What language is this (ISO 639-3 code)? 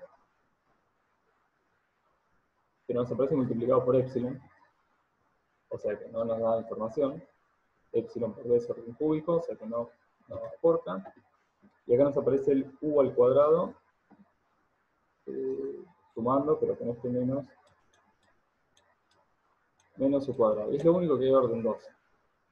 spa